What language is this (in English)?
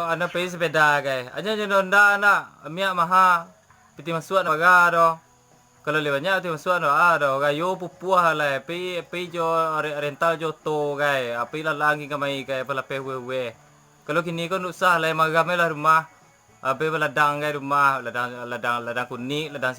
Minangkabau